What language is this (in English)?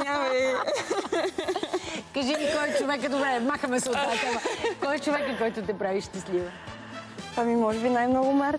Bulgarian